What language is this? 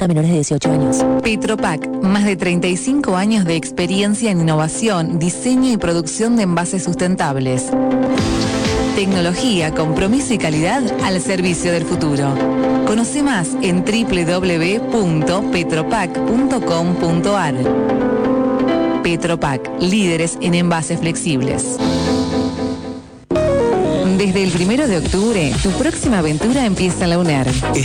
Spanish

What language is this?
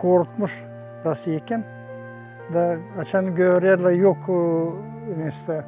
Gagauz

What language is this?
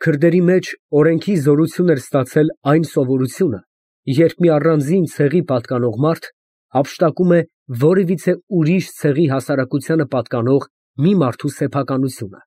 Armenian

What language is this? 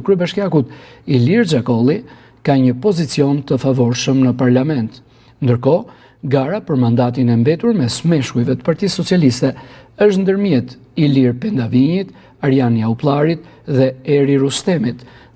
Albanian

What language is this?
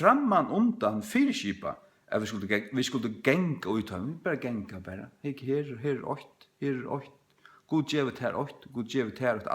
Faroese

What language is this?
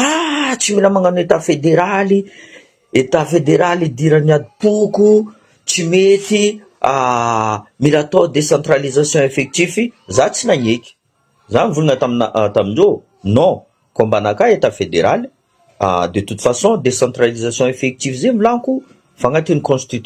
Malagasy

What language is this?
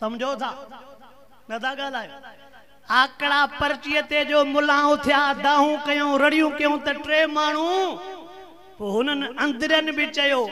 Sindhi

